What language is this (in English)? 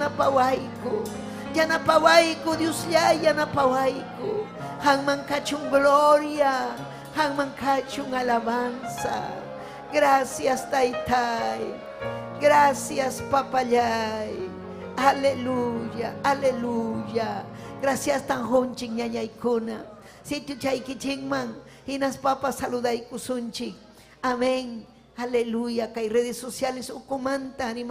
Ayacucho Quechua